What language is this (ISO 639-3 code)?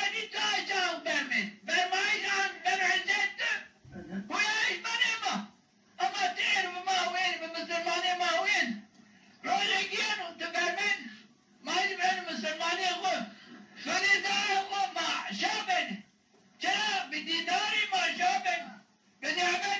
zza